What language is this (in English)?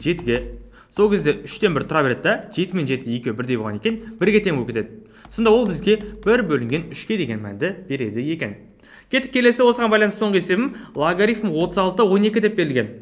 Kazakh